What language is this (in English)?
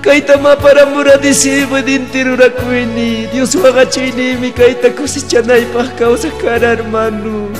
Ayacucho Quechua